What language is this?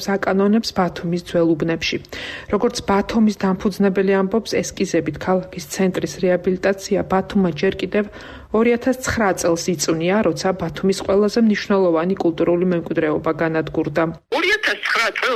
Georgian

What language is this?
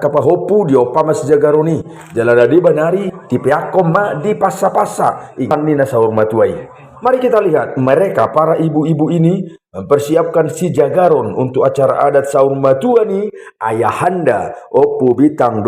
Batak Toba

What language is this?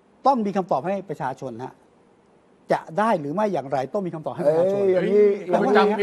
Thai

